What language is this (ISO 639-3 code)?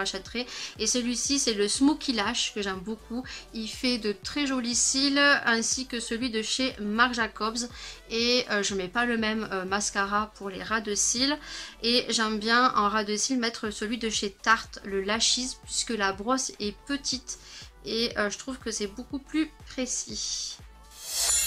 fra